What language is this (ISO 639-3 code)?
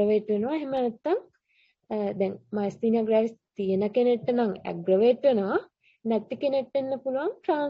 sin